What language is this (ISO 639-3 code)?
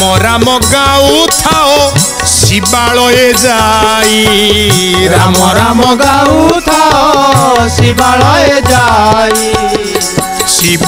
ori